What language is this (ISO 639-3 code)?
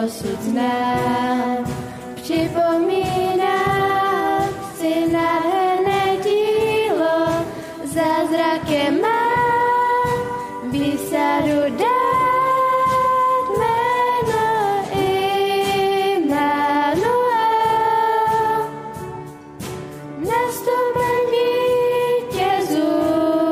ces